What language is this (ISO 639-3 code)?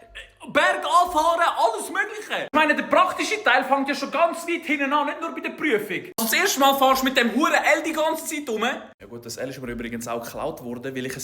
gsw